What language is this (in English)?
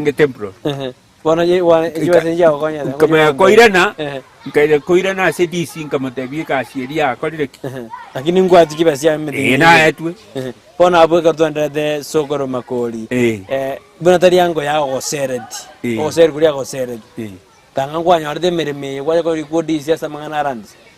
Gusii